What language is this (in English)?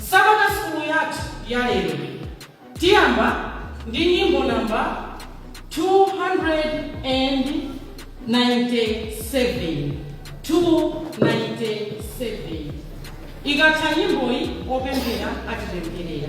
Nyanja